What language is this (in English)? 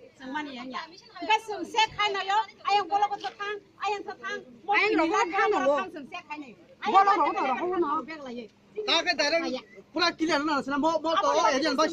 Kok Borok